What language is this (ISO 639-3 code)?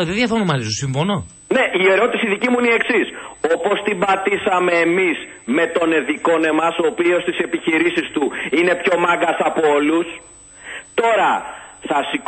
ell